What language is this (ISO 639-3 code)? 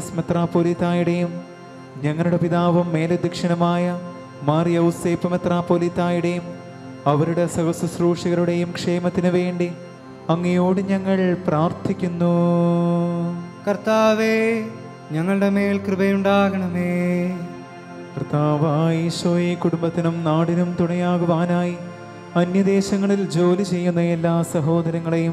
mal